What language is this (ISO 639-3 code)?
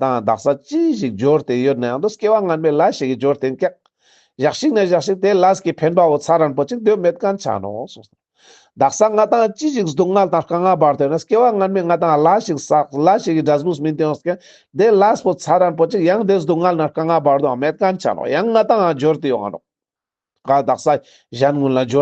lbj